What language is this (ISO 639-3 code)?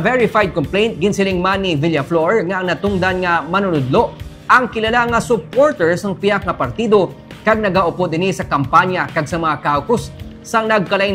hil